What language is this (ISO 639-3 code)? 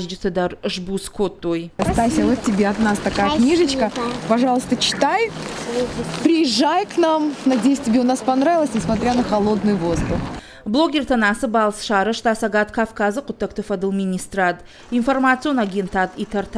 oss